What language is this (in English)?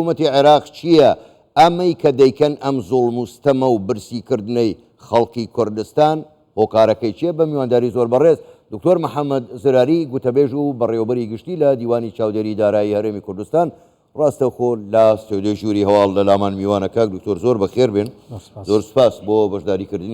Central Kurdish